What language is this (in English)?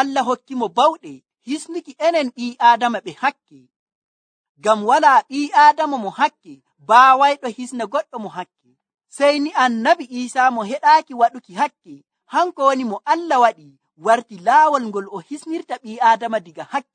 Nigerian Fulfulde